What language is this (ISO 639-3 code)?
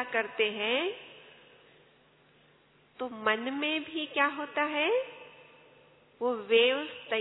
hin